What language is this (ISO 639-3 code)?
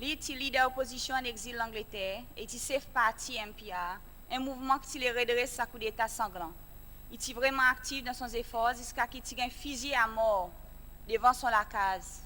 crs